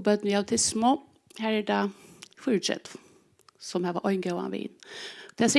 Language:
Faroese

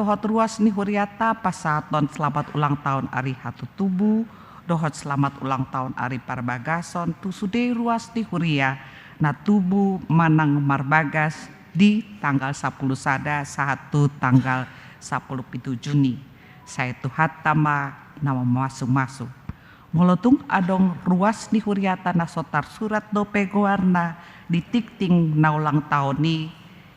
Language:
Batak Toba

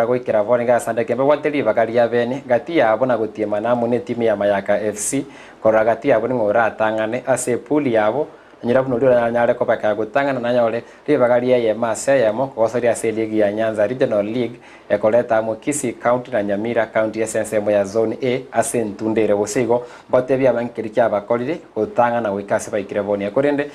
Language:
Gusii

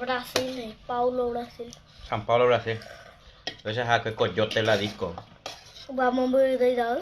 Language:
Guarani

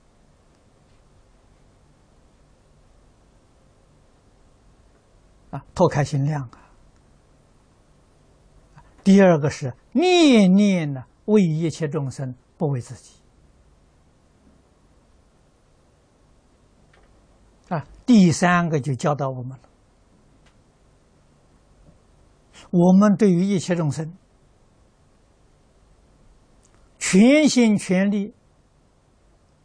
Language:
Chinese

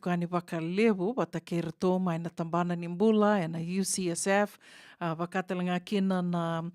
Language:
Fijian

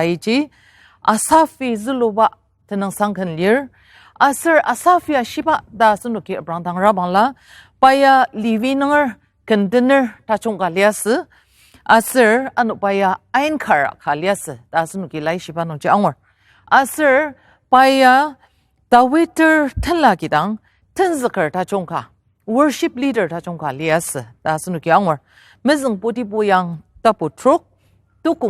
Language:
Ao Naga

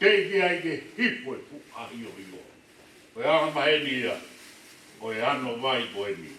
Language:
Tongan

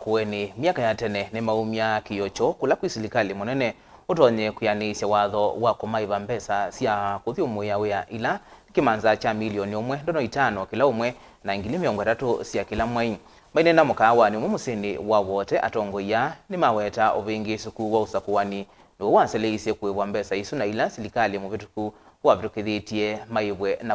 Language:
Kamba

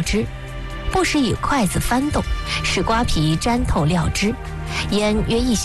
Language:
Chinese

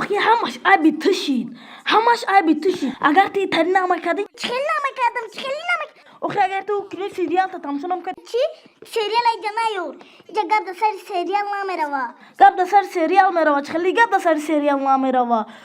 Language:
Tajik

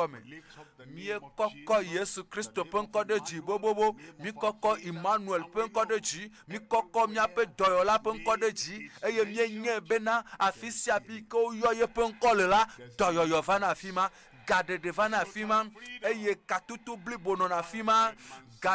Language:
Ewe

